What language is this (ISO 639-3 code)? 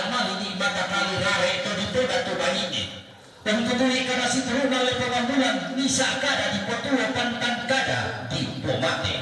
sda